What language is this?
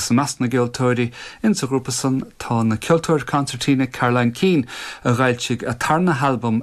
Irish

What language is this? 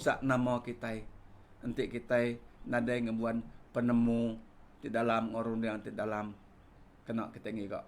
Iban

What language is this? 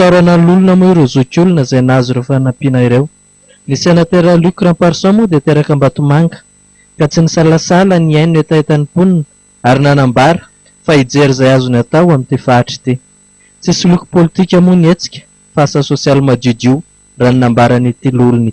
Malagasy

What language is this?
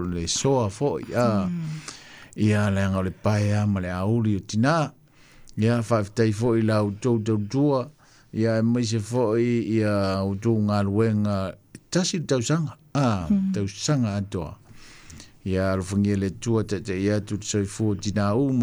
Samoan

